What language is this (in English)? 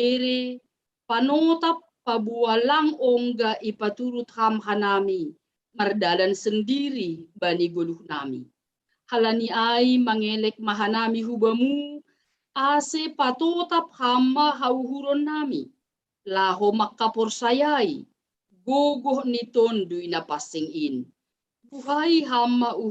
Batak Simalungun